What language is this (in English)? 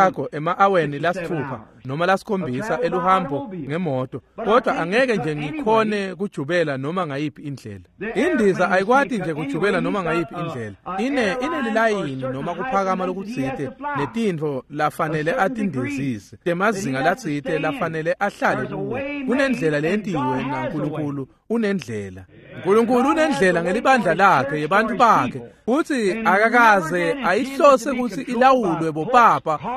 Swati